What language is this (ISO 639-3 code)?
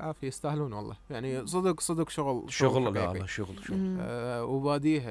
acm